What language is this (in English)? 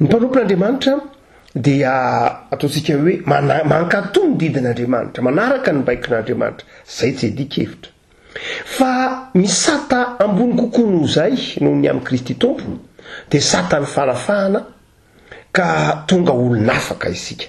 Malagasy